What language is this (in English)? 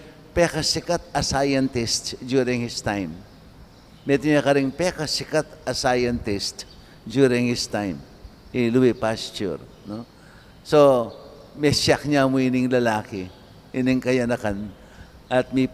Pampanga